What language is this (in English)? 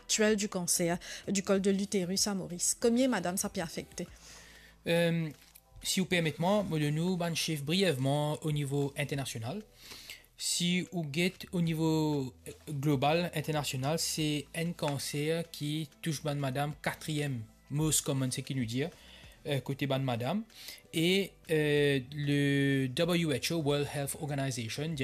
Morisyen